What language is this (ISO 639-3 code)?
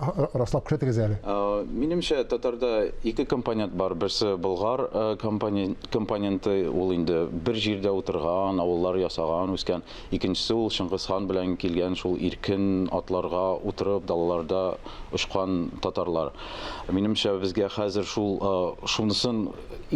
tat